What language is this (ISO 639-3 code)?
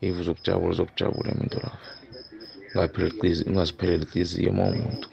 nbl